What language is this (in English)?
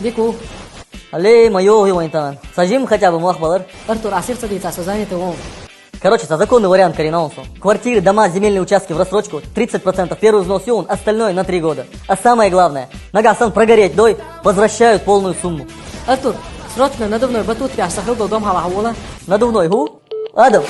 Chechen